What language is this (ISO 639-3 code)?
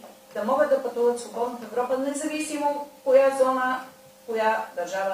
bul